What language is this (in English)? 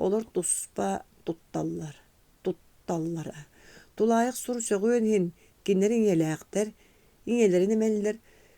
Yakut